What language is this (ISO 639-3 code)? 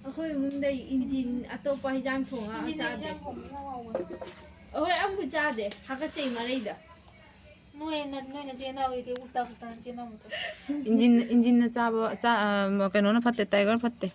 mni